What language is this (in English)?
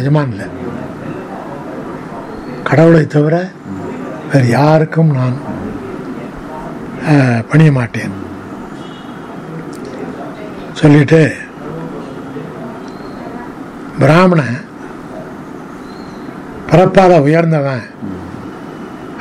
Tamil